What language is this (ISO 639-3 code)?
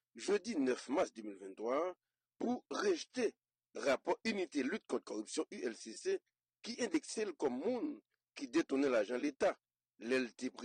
hat